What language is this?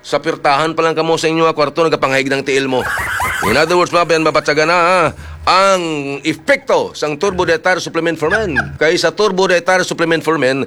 Hiligaynon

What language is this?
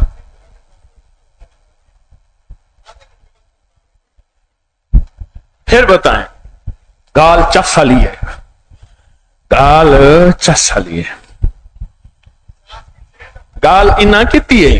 Urdu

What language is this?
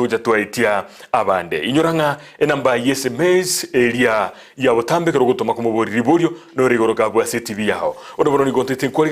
Gusii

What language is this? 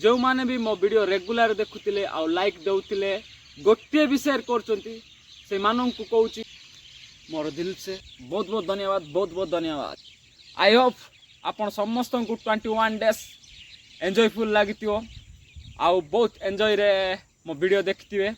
Odia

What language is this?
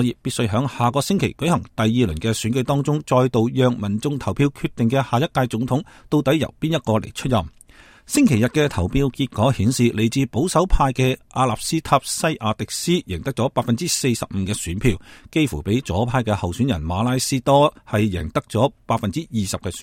Cantonese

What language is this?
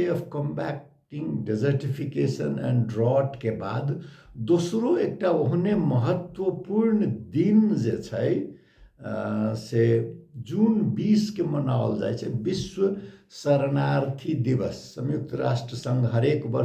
Maithili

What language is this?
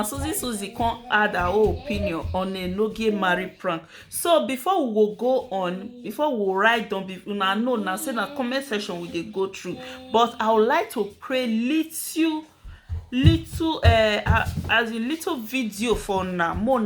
Nigerian Pidgin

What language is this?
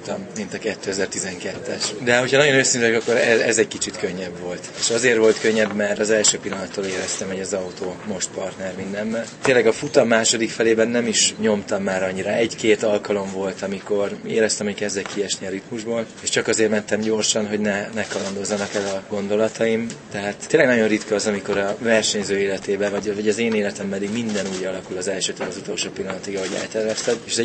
Hungarian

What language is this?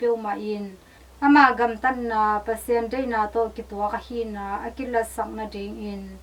Tedim Chin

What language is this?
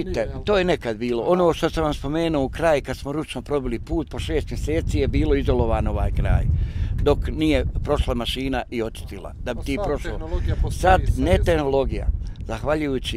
Bosnian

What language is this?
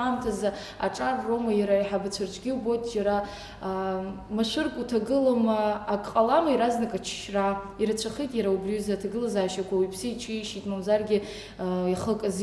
Abkhazian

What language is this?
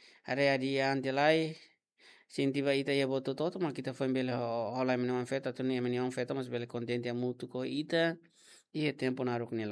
Tetum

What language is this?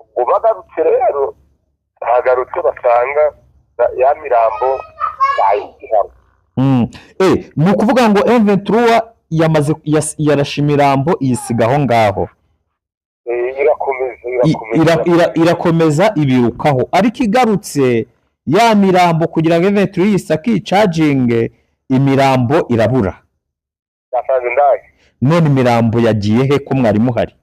Kinyarwanda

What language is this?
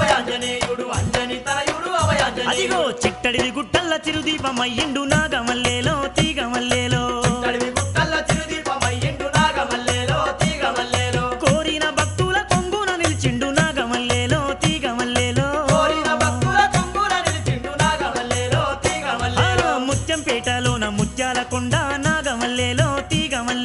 Telugu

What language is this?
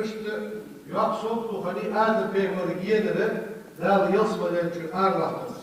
Ingush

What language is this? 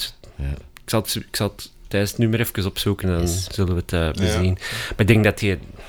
Dutch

